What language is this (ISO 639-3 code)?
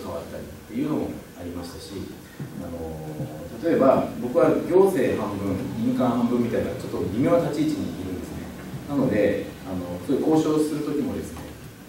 jpn